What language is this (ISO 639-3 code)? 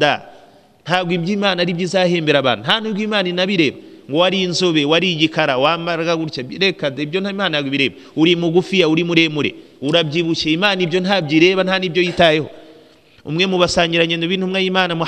kin